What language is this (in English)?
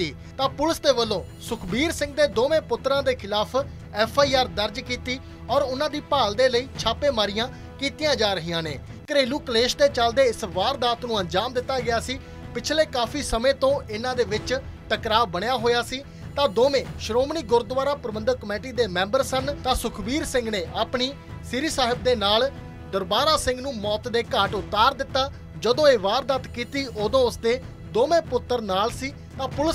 Punjabi